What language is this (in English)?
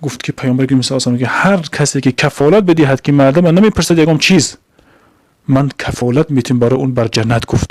Tajik